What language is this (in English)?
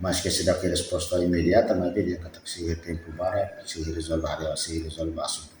Tetum